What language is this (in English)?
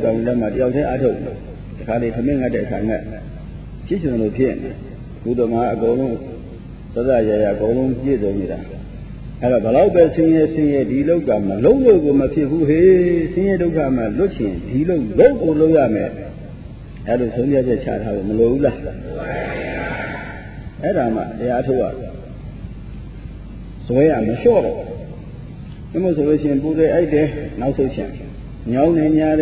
Burmese